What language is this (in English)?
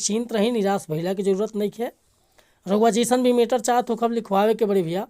Bhojpuri